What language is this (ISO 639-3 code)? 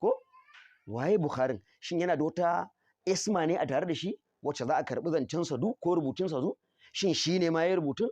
hau